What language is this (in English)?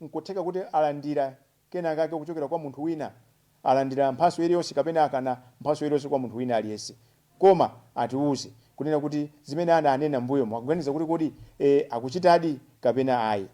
Nyanja